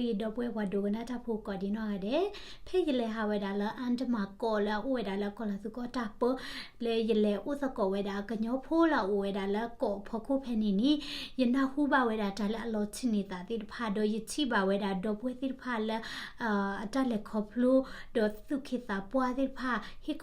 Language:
S'gaw Karen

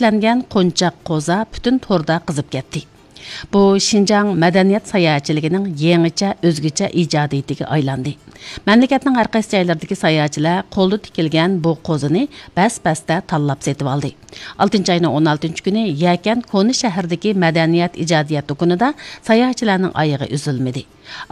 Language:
Uyghur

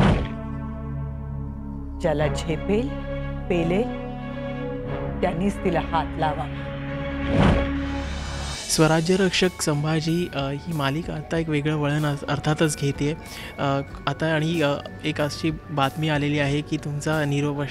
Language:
Marathi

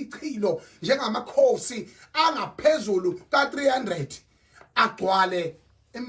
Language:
Zulu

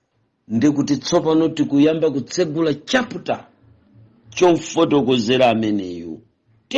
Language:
Nyanja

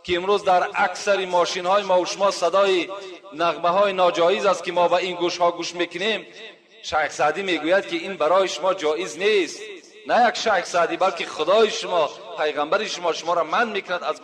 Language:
Tajik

